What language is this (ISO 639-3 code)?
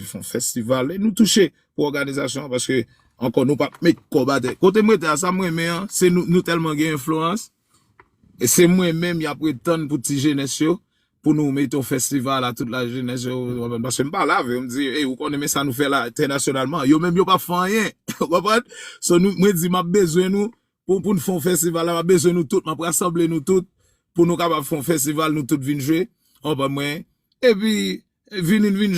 hat